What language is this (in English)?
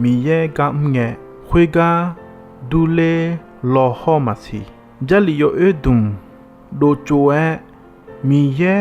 Akha